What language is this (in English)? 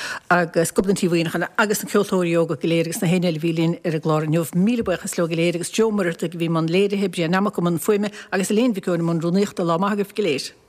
Irish